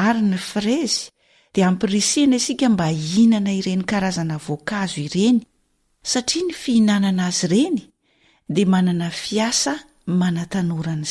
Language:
Malagasy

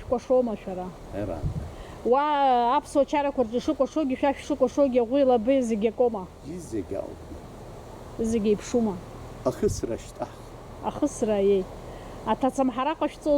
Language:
Abkhazian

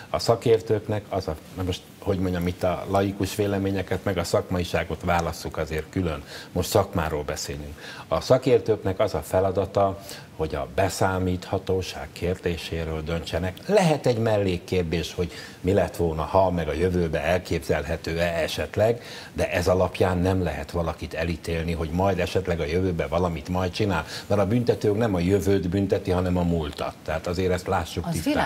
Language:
Hungarian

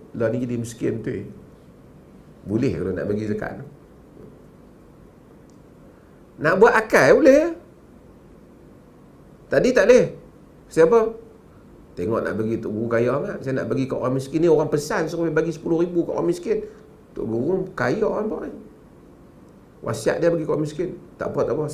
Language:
Malay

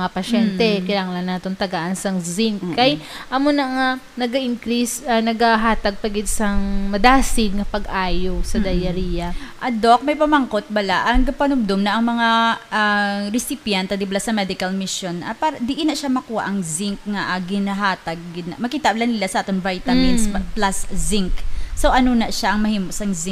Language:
Hiligaynon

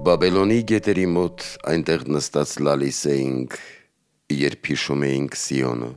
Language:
Armenian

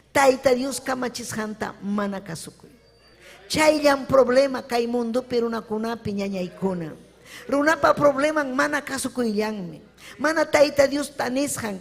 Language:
Ayacucho Quechua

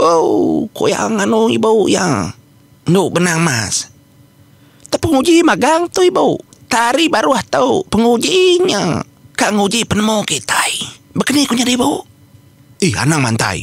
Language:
Iban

